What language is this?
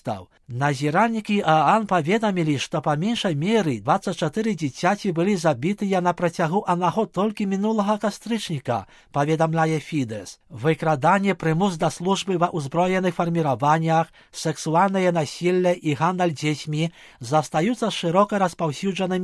Belarusian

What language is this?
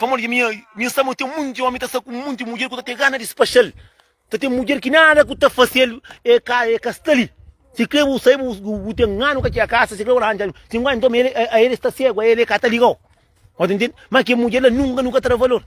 Kabuverdianu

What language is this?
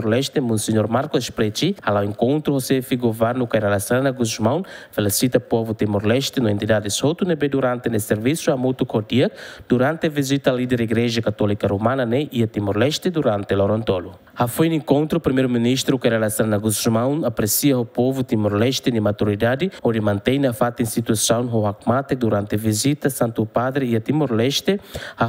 Tetum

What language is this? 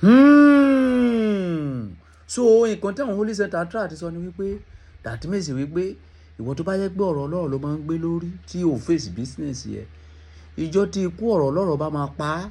Yoruba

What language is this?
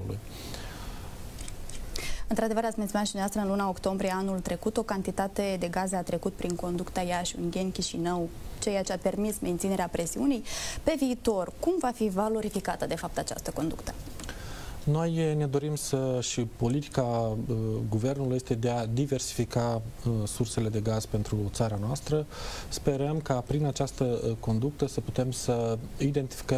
Romanian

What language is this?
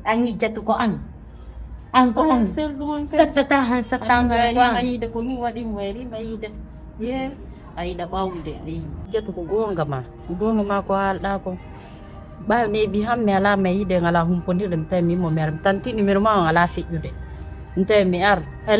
Fula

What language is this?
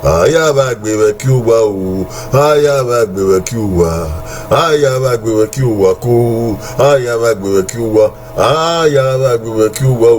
Bini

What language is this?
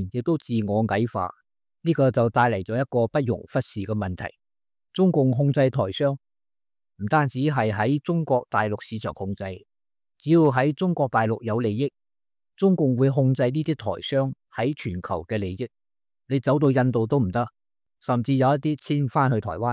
Cantonese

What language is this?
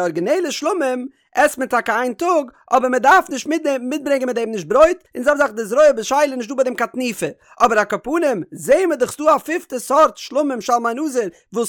Yiddish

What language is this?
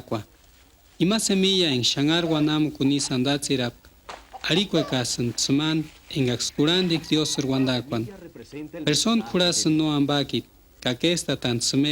Purepecha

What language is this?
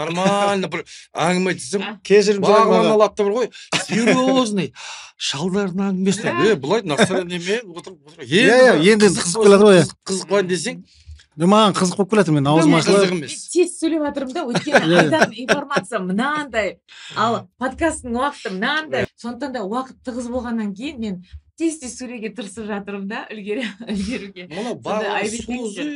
Kazakh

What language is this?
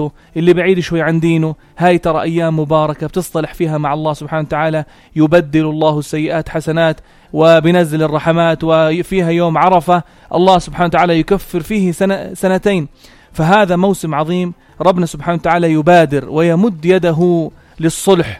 North Levantine Arabic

